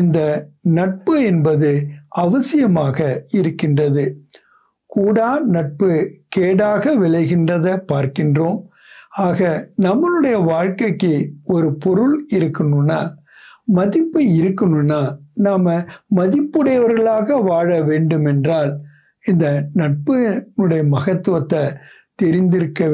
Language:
Tamil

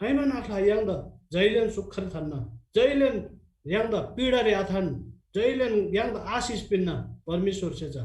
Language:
Eastern Tamang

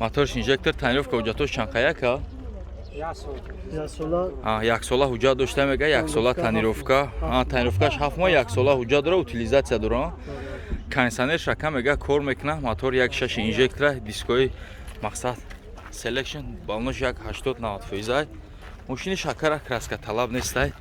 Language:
Tajik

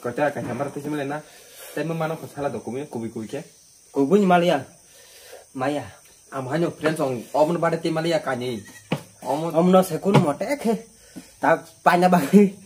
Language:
Kok Borok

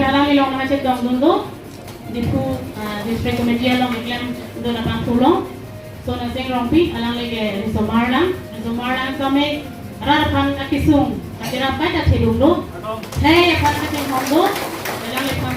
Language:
Karbi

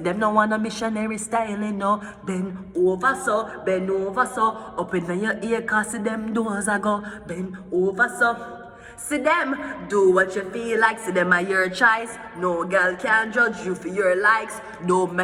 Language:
Jamaican Creole English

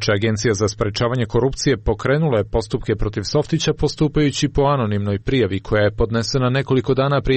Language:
Croatian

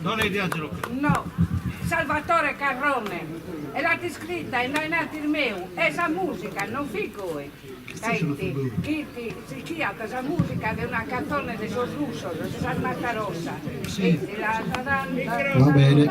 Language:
Sardinian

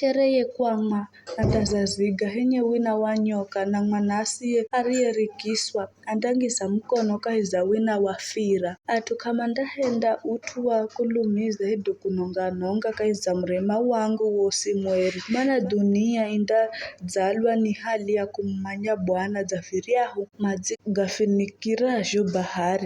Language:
Giryama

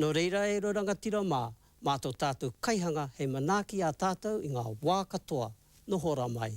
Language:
Māori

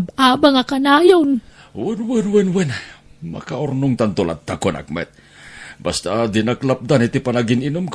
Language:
Iloko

